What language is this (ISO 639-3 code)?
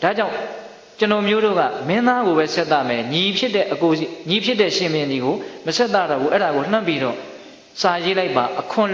mya